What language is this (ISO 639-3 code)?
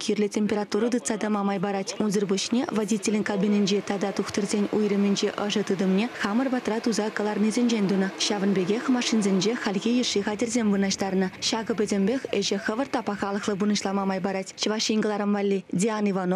chv